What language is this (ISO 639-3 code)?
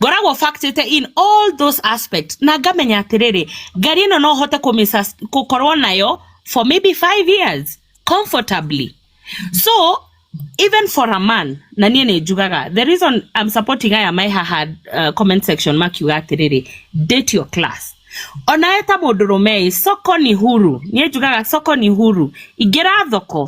kik